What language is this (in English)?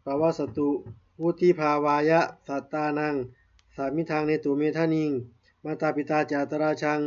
Pali